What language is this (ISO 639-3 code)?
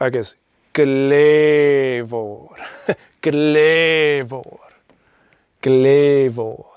gla